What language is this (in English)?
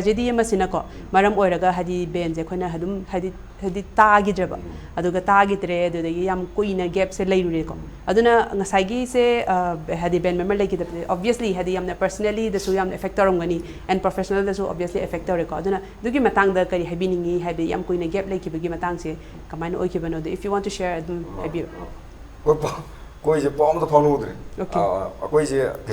Manipuri